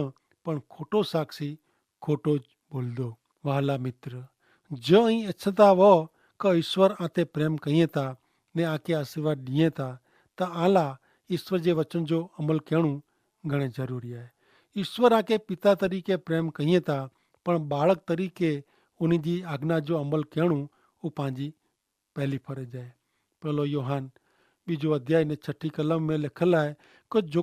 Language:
Kachhi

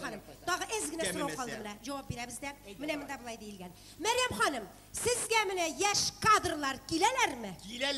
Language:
Tatar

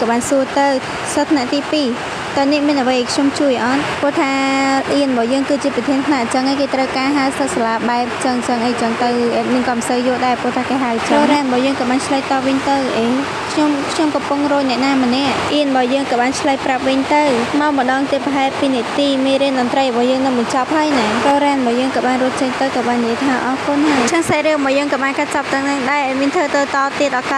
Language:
Khmer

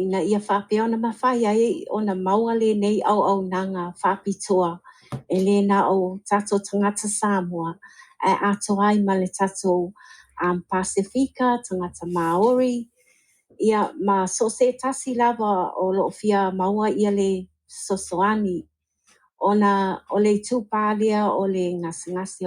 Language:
Samoan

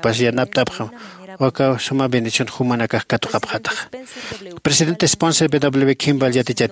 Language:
Aymara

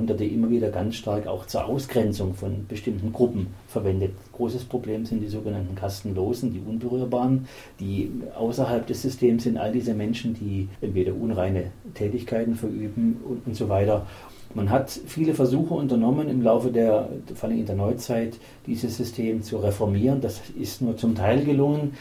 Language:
German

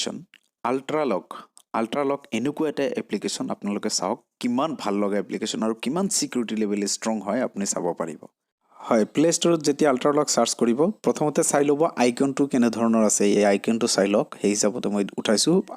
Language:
Assamese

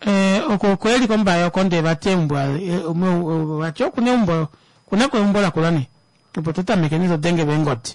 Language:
Kuanyama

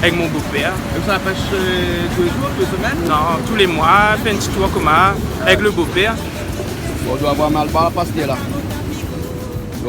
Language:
Réunion Creole French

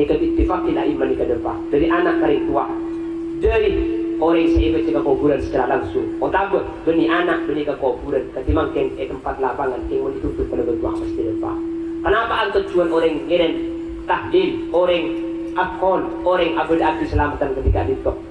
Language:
Madurese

